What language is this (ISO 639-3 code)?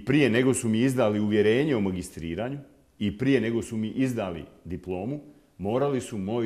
bos